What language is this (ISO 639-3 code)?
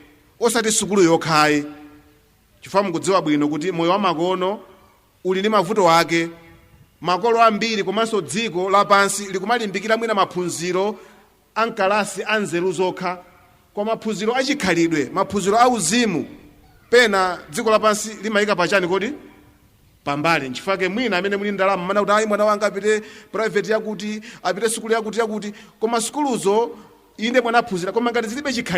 nya